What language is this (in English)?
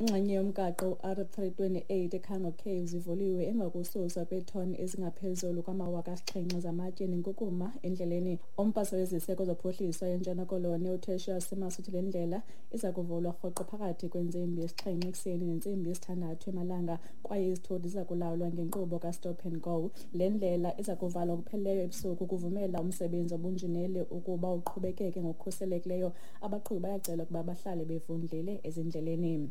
Xhosa